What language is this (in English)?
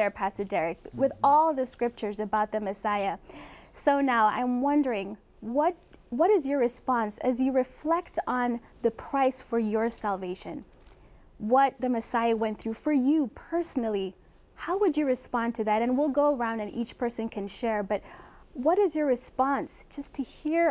English